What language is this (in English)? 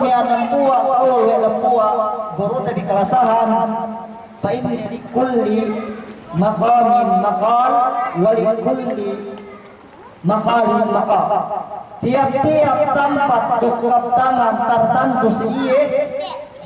Yakan